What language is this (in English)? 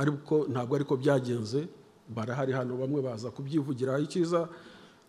Kinyarwanda